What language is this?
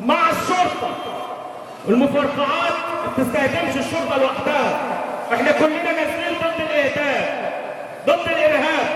Egyptian Arabic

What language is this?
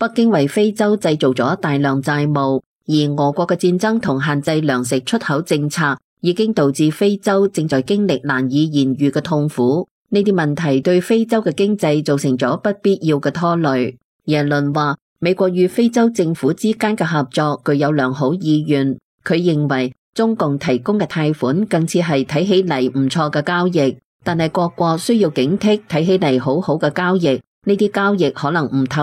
Cantonese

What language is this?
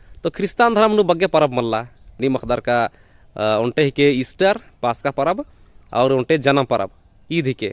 Kurukh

